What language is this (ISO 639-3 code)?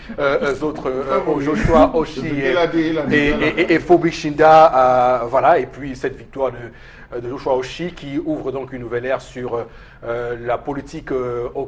fra